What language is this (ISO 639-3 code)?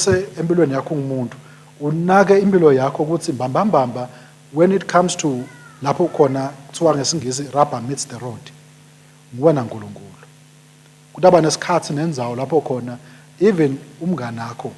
ssw